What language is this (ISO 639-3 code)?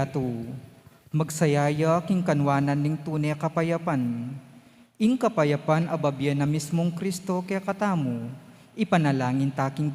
pam